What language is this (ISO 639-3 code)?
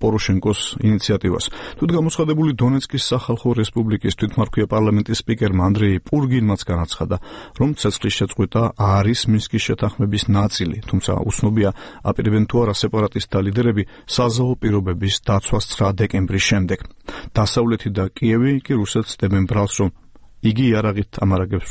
kat